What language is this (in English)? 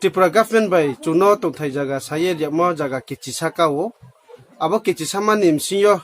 Riang (India)